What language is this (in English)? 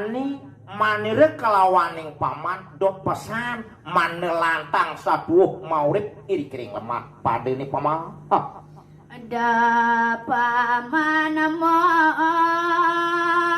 Balinese